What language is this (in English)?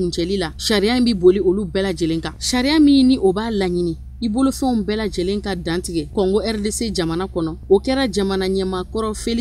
Bambara